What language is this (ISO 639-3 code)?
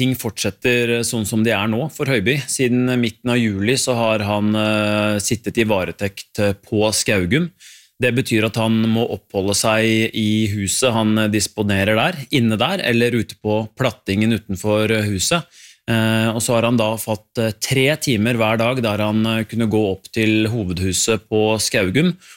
nor